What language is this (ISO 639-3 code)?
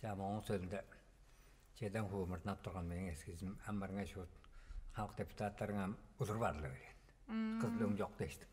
tyv